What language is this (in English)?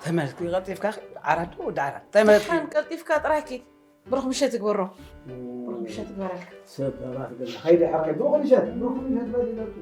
Tigrinya